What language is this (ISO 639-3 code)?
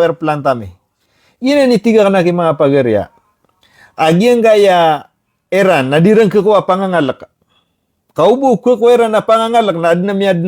mrw